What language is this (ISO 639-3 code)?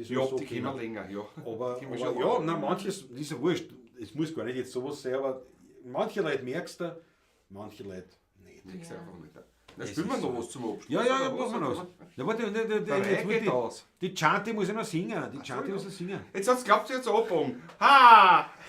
bar